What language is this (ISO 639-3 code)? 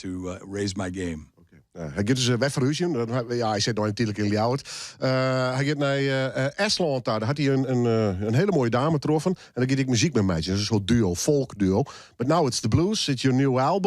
fry